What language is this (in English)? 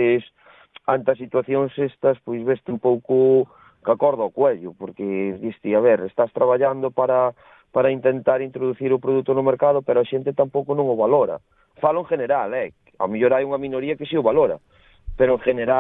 Galician